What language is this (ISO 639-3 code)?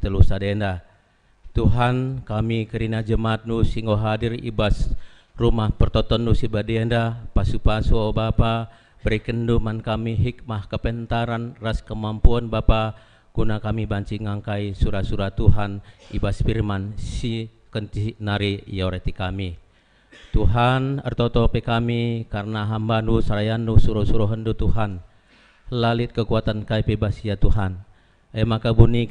btx